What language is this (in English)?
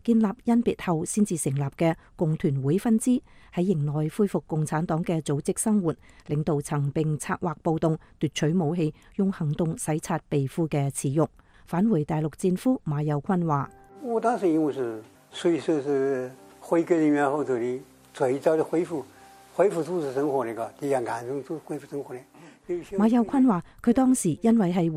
Cantonese